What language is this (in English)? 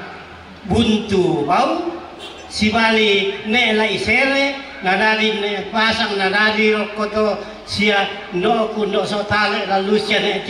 Toraja-Sa'dan